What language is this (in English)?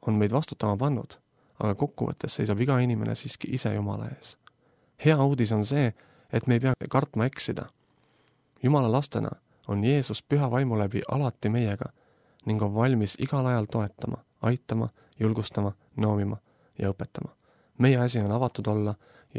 Estonian